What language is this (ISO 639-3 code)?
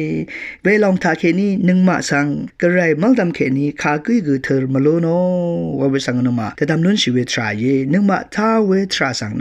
raw